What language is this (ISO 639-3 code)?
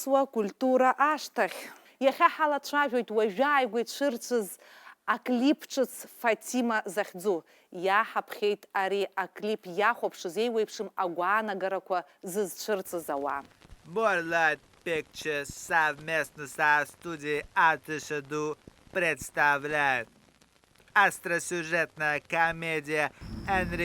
abk